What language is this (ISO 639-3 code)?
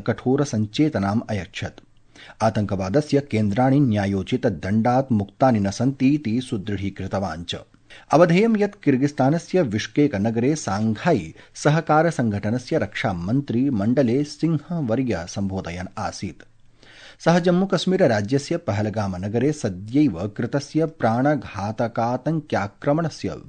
san